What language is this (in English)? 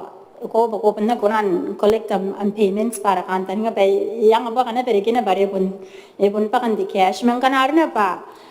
Gilbertese